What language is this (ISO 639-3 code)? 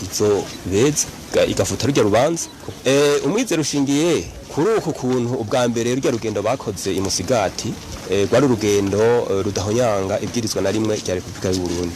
run